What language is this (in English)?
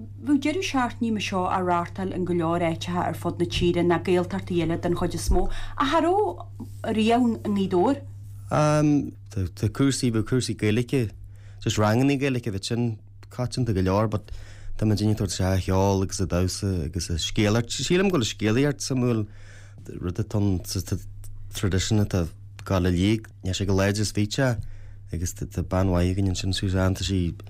Irish